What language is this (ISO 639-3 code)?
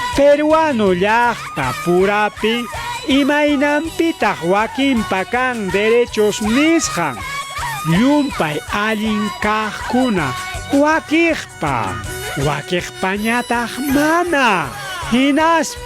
quy